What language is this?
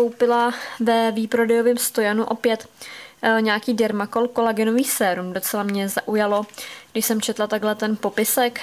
Czech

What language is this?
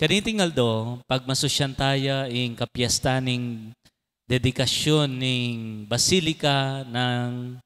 Pampanga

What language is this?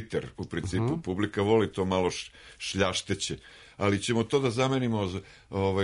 Serbian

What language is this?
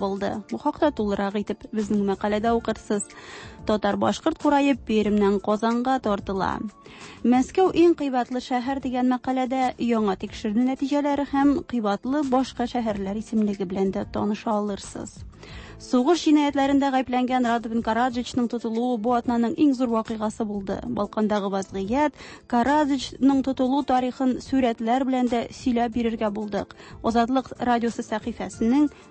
Tatar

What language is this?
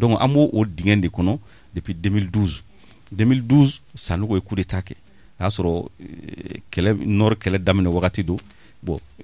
Bambara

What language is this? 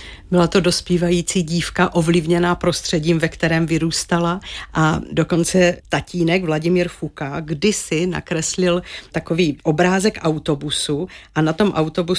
Czech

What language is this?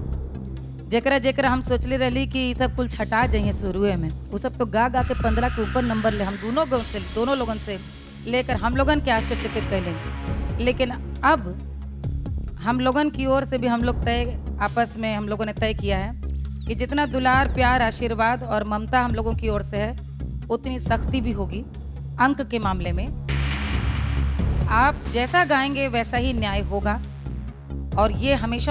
Bhojpuri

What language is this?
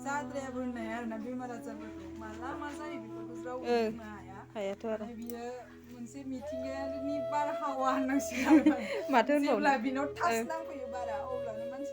Bodo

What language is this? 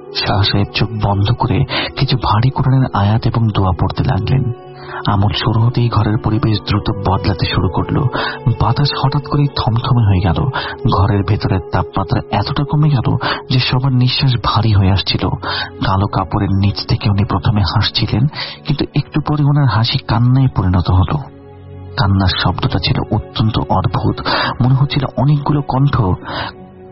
Bangla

